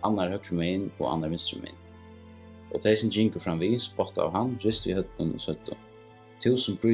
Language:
Faroese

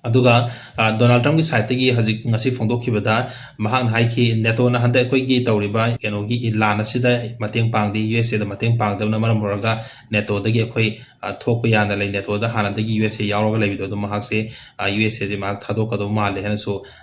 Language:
Manipuri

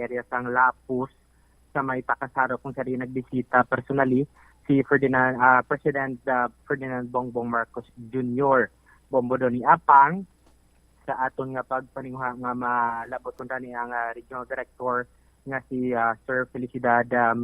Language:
Hiligaynon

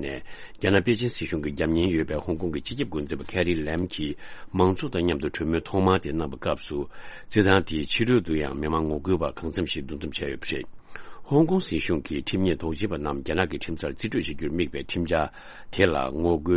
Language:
Tibetan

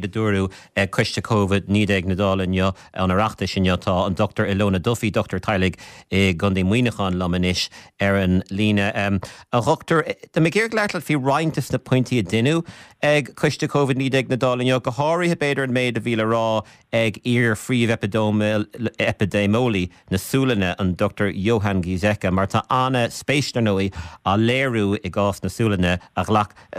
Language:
Irish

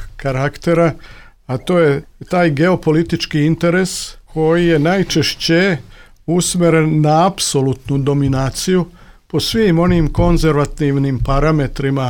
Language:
Serbian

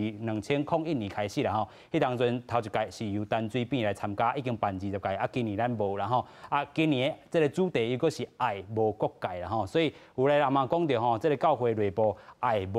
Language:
Min Nan Chinese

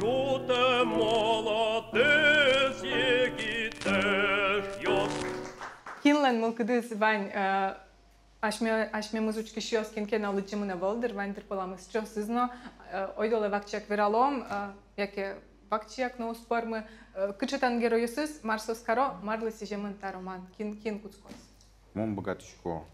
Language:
Udmurt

